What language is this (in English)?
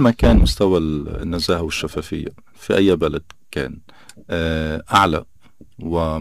North Levantine Arabic